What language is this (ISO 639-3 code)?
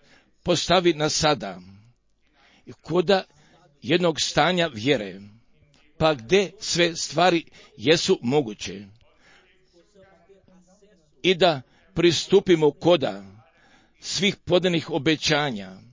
hrv